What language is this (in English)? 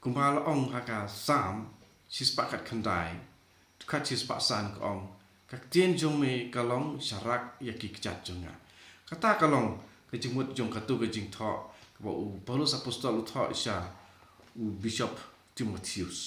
Khasi